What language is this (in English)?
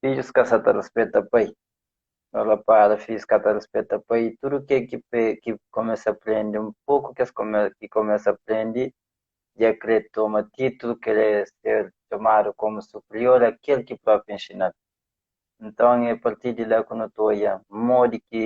Kabuverdianu